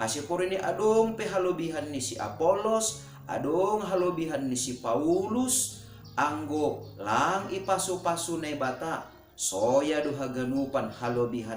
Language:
Batak Simalungun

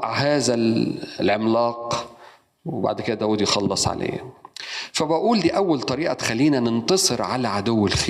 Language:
Egyptian Arabic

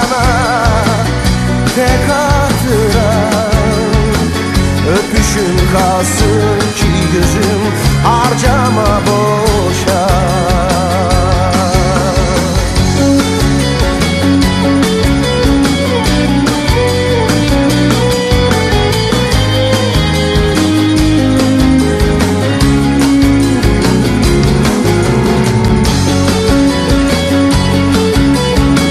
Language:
Turkish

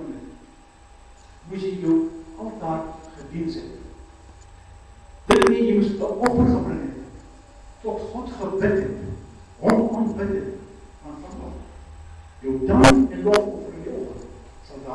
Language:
Afrikaans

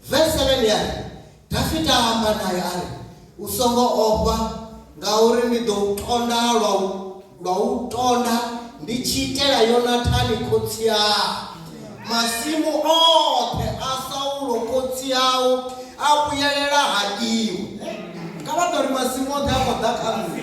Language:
Venda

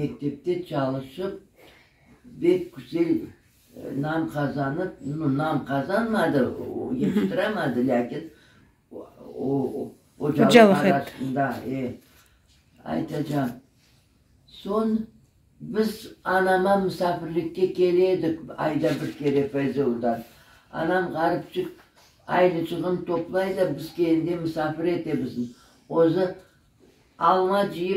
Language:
Crimean Tatar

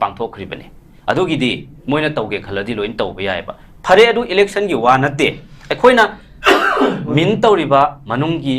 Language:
Manipuri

